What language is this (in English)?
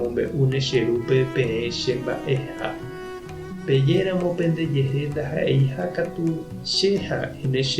Guarani